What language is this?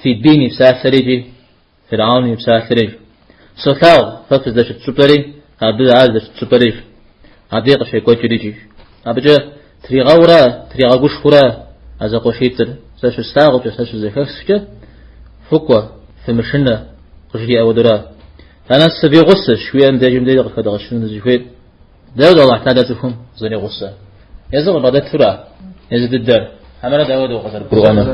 Kabardian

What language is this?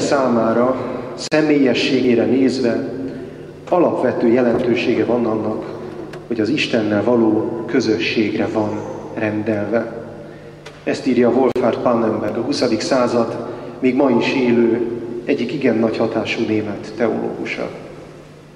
Hungarian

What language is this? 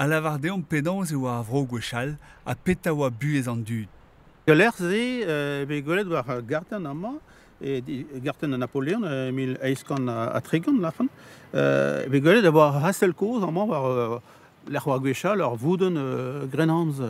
Breton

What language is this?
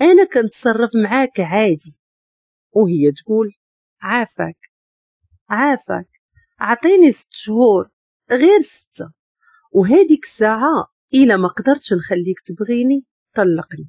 Moroccan Arabic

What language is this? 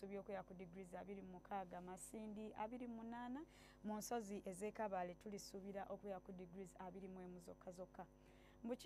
Ganda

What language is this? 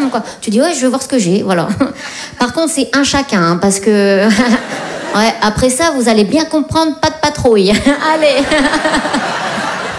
French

